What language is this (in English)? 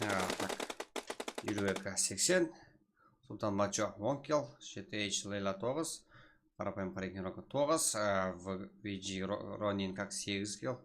Kara-Kalpak